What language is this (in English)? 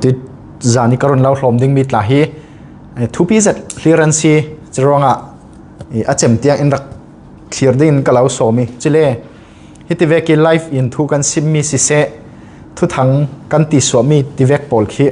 Falam Chin